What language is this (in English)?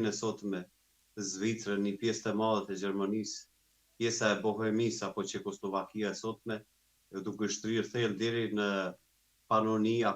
Albanian